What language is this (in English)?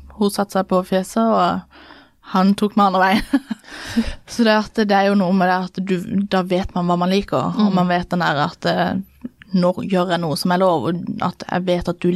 Norwegian